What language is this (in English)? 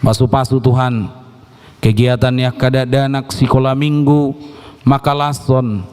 Batak Toba